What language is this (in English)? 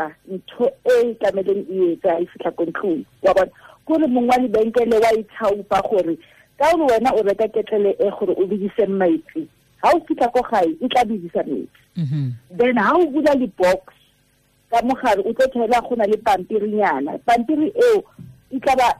Tswana